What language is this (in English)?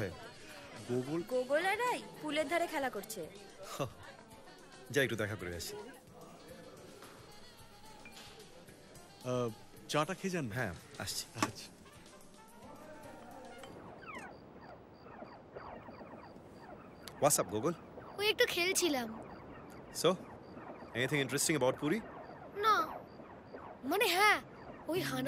Bangla